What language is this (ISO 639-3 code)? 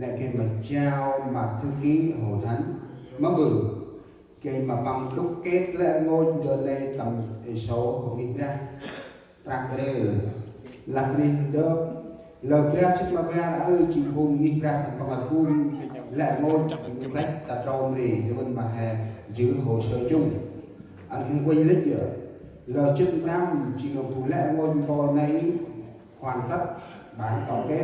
cmo